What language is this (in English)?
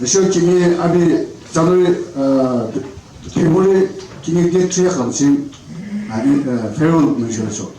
Yimchungru Naga